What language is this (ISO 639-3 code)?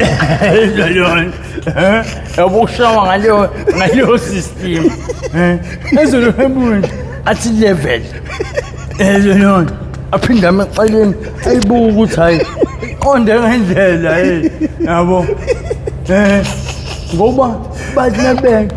zul